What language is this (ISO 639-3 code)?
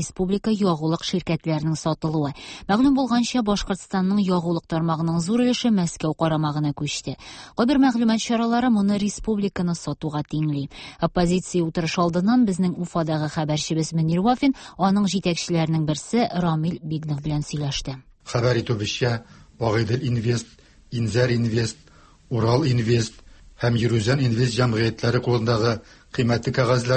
tat